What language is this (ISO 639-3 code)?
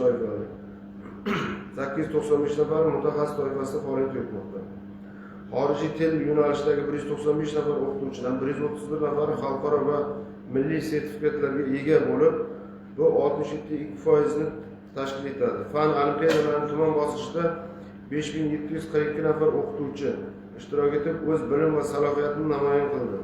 uzb